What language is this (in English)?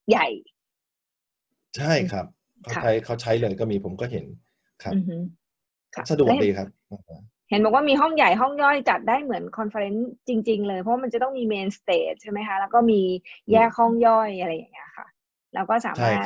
Thai